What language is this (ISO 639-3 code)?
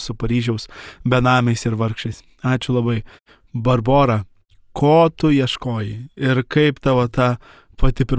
lit